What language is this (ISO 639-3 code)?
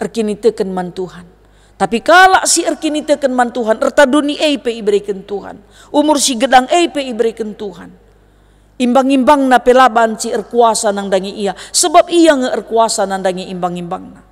btx